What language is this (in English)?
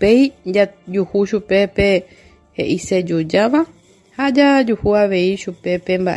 Guarani